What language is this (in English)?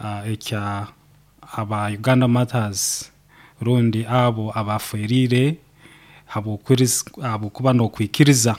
Nyoro